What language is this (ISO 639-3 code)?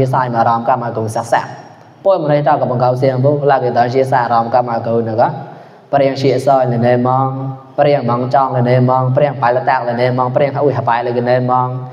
mnw